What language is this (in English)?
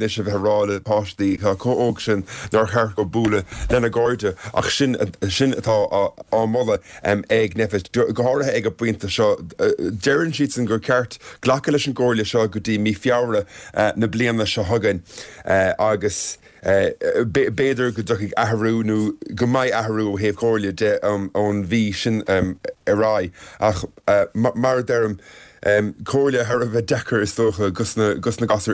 Irish